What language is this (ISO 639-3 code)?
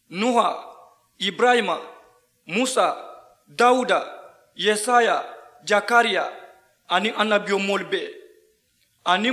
man